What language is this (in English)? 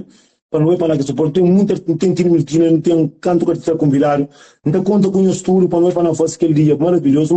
Kabuverdianu